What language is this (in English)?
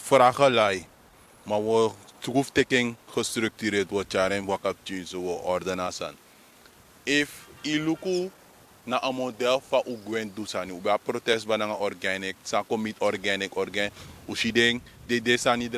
Sranan Tongo